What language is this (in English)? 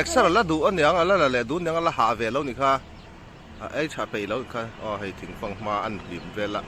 Mizo